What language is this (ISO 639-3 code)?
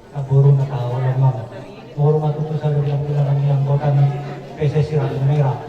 bbc